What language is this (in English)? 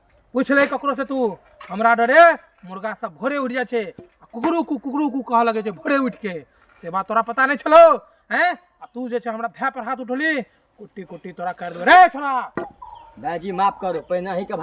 Maithili